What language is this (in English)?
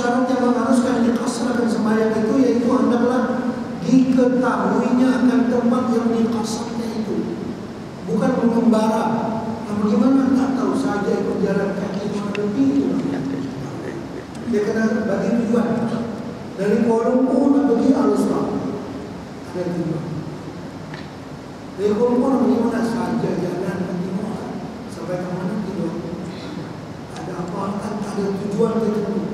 Malay